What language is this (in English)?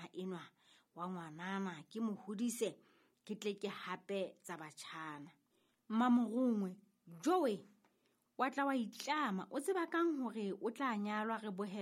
Southern Sotho